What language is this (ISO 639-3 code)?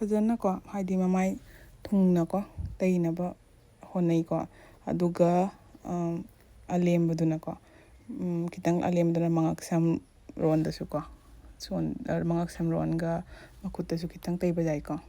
mni